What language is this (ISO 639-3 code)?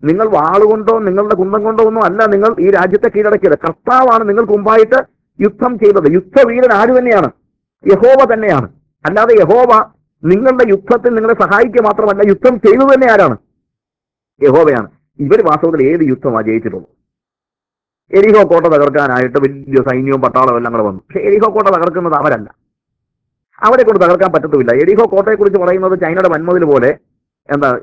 mal